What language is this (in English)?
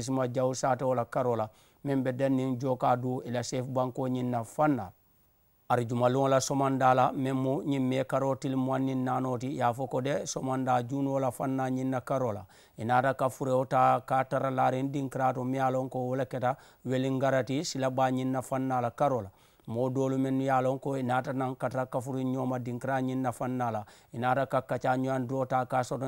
Mandingo